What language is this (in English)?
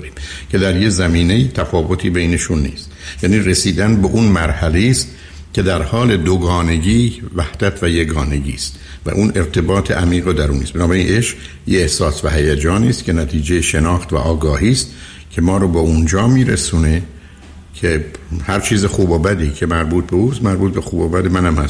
Persian